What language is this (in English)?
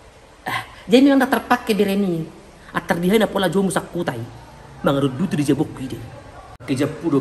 Batak Toba